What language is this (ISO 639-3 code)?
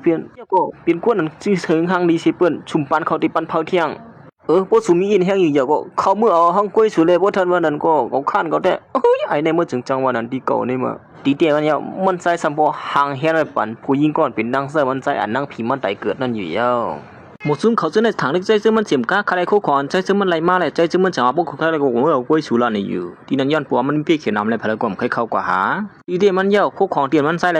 shn